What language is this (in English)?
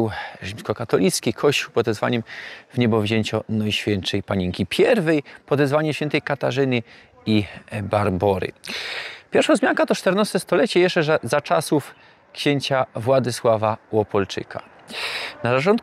Silesian